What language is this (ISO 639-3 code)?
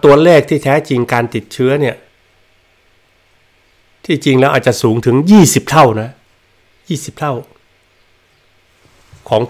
tha